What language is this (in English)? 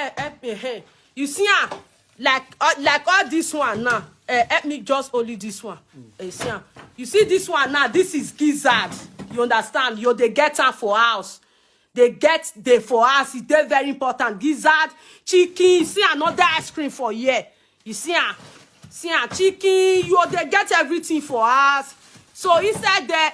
Nigerian Pidgin